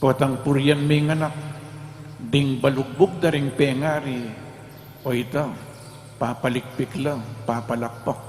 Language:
Pampanga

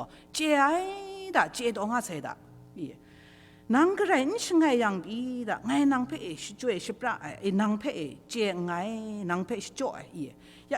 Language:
Kachin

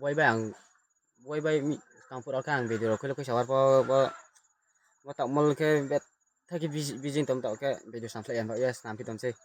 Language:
Riang (India)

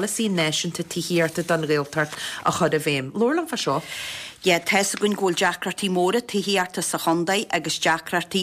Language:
Irish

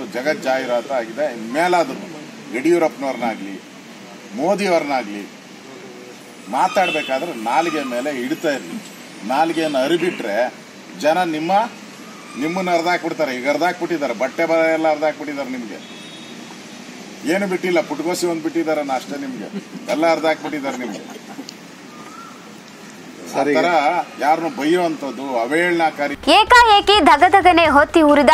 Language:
Kannada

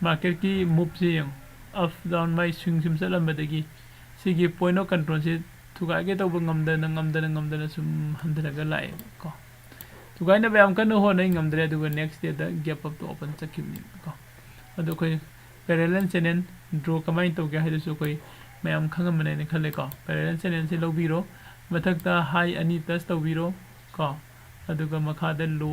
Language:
Manipuri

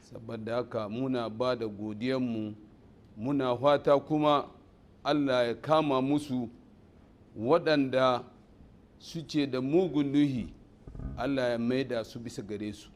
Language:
Hausa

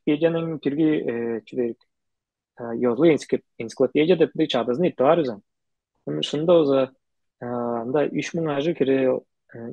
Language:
Tuvinian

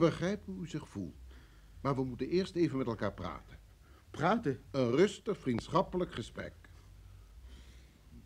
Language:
Dutch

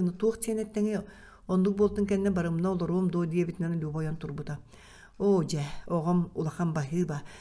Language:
Yakut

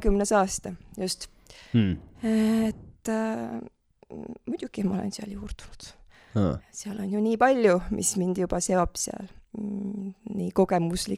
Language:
Estonian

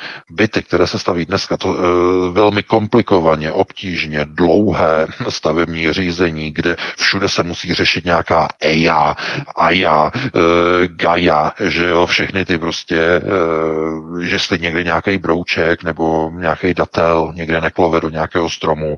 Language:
Czech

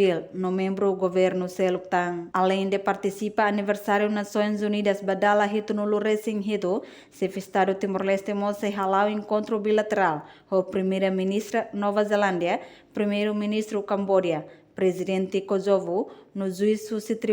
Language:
Tetum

